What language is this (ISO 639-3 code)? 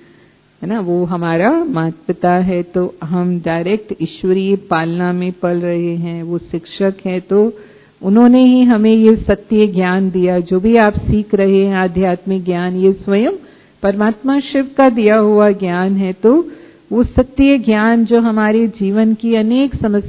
hin